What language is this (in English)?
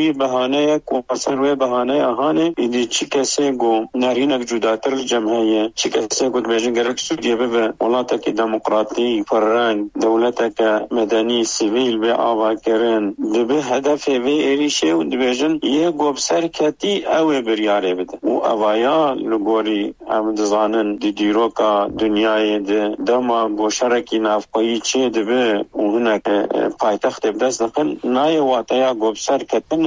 Kurdish